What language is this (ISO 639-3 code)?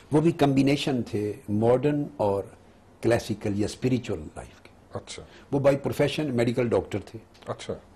urd